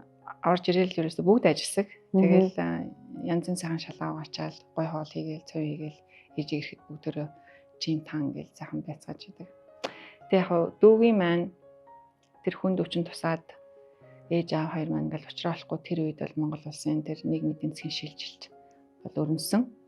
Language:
Mongolian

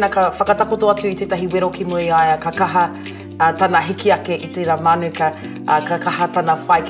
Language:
Māori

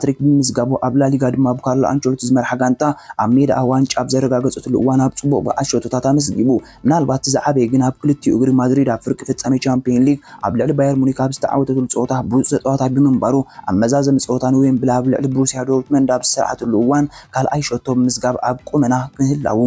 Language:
Tigrinya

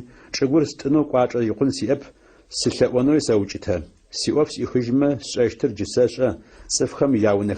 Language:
Adyghe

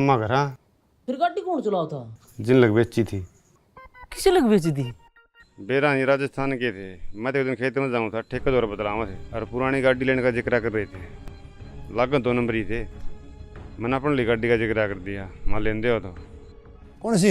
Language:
Haryanvi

